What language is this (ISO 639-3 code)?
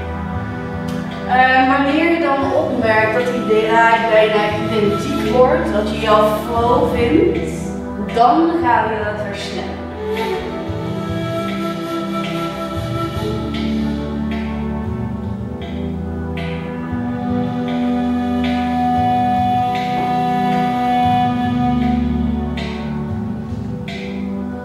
nld